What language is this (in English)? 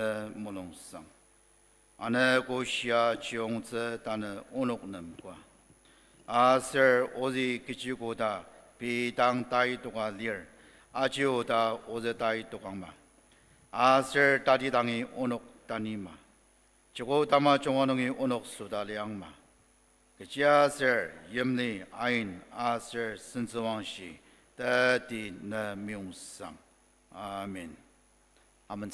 Ao Naga